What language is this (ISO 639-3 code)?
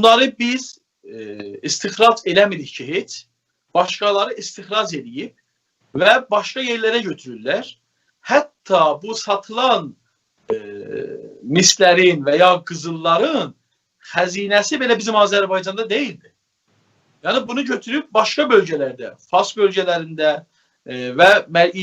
azb